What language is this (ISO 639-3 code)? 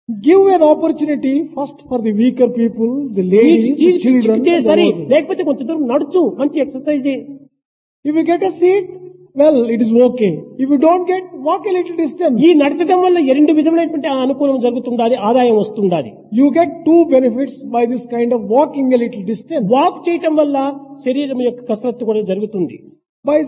tel